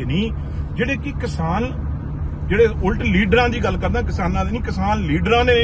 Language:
Punjabi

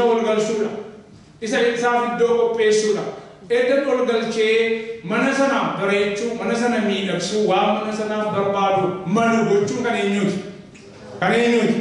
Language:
Oromo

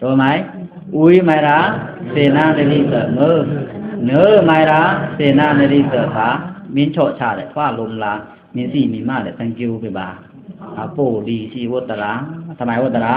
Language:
Pa'o Karen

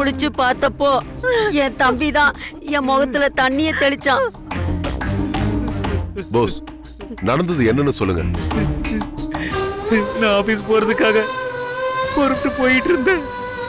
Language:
Tamil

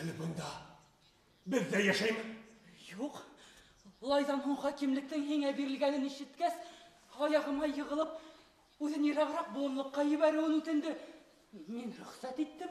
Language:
Bashkir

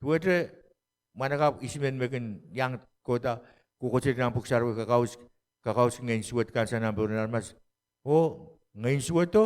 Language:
Pohnpeian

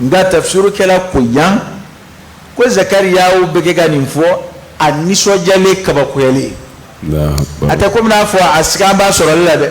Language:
Bambara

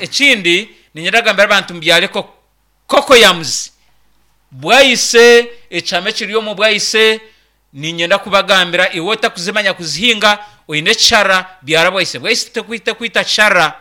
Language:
Nyankole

